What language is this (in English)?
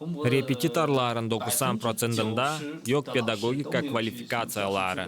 Gagauz